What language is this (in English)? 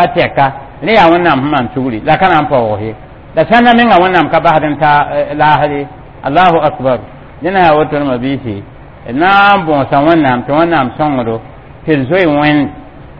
Mossi